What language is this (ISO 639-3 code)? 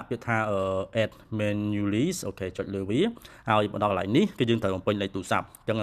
khm